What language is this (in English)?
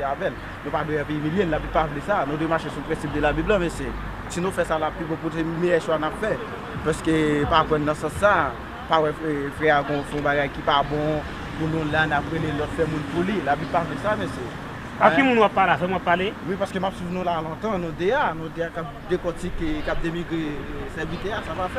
Haitian Creole